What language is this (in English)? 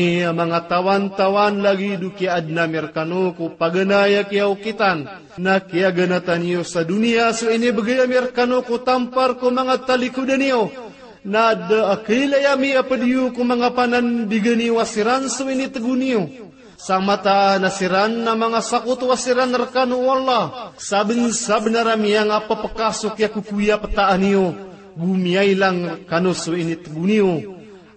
Maranao